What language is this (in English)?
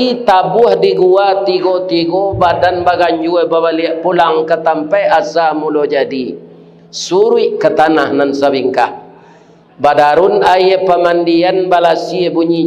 Minangkabau